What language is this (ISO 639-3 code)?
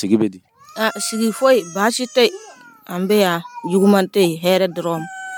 dyu